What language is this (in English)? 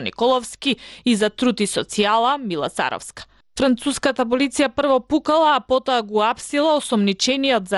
Macedonian